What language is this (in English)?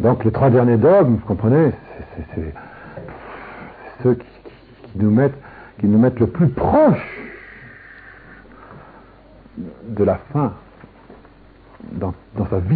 French